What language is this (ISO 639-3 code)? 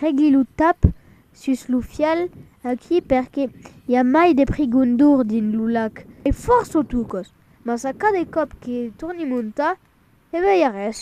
oci